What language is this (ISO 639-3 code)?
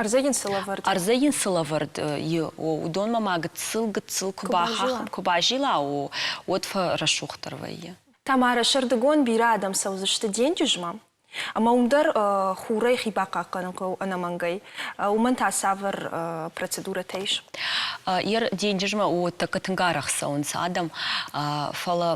oss